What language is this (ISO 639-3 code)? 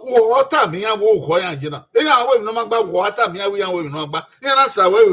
bin